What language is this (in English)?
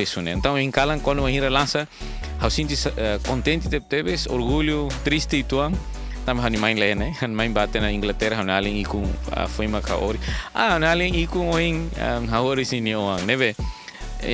Tetum